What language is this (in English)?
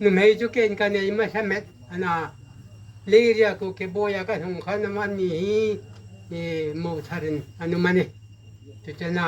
Hmar